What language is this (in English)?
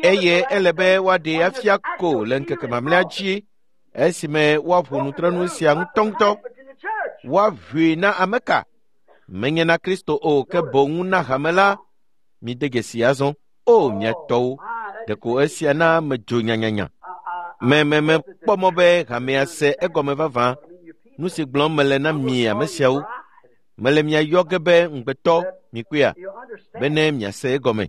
Ewe